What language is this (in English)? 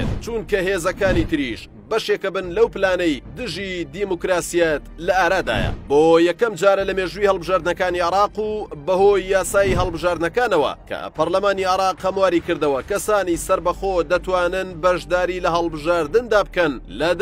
Central Kurdish